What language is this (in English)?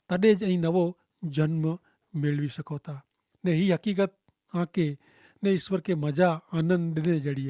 Kachhi